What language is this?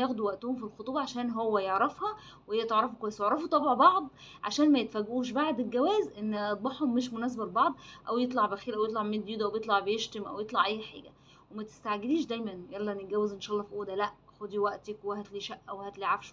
Egyptian Arabic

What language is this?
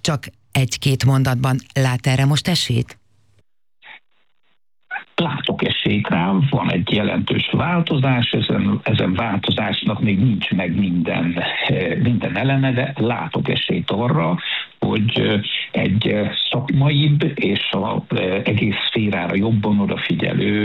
Hungarian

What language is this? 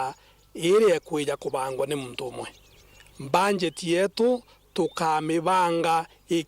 Meru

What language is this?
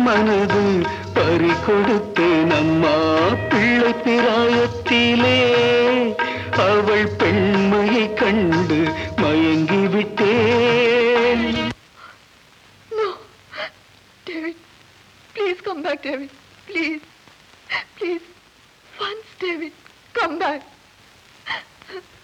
Tamil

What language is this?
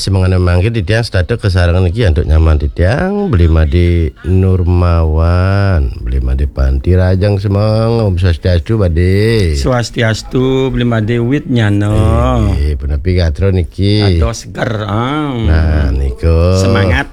Balinese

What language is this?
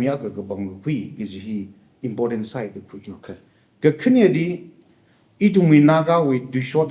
Tangkhul Naga (India)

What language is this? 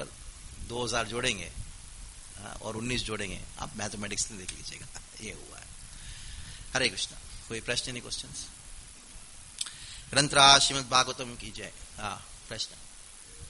Hindi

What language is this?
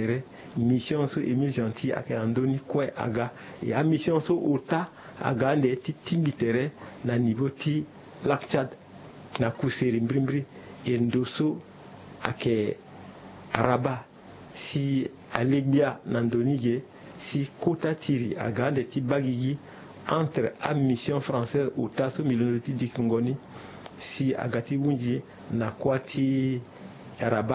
Sango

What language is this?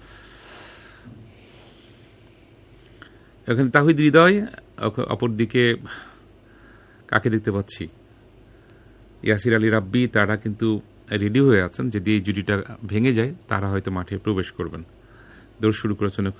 Bangla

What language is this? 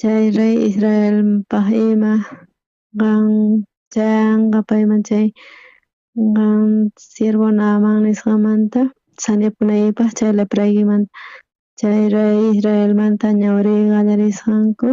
South Bolivian Quechua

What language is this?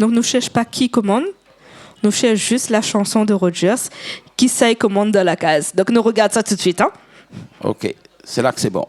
Réunion Creole French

